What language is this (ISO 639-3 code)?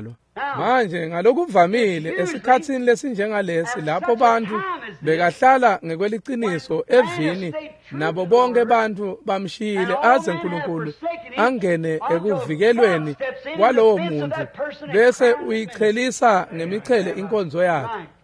ssw